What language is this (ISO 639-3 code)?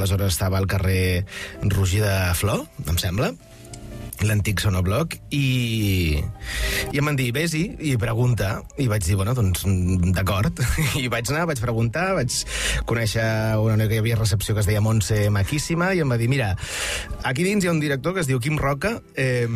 cat